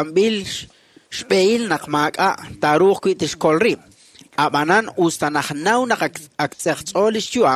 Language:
Kekchí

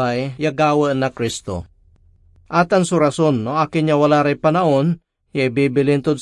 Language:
Pangasinan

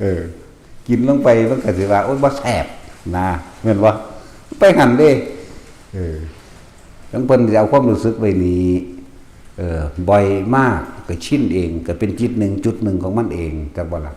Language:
Northeastern Thai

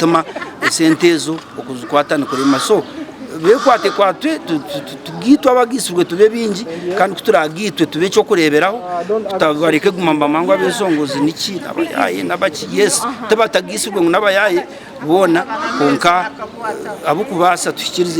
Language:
Nyankole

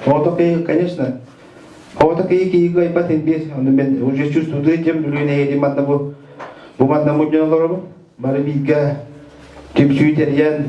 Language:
Yakut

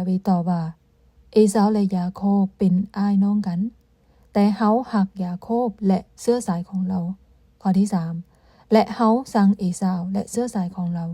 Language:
Lao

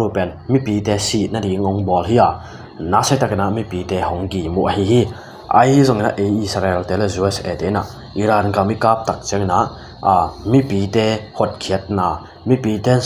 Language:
Tedim Chin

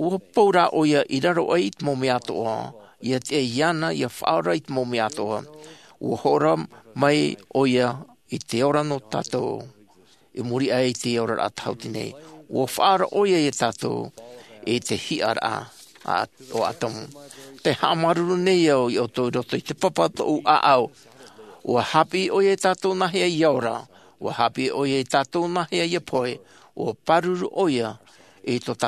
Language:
Tahitian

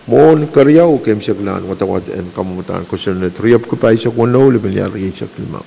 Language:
Pohnpeian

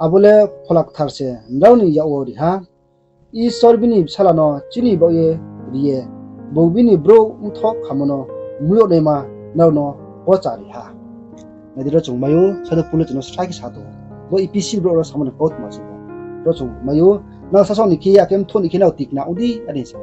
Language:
Riang (India)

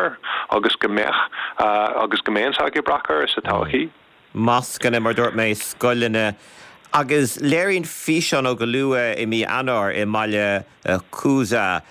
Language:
Irish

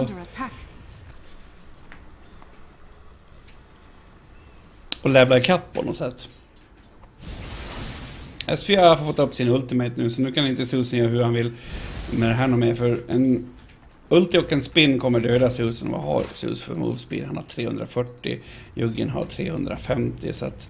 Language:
Swedish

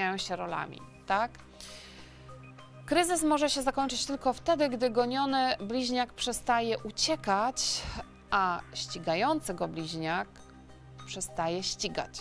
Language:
Polish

